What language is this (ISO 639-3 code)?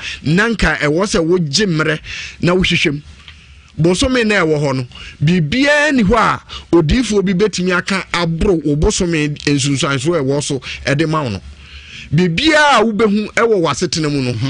aka